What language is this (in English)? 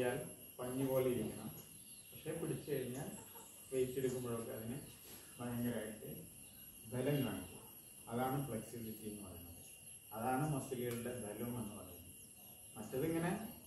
Malayalam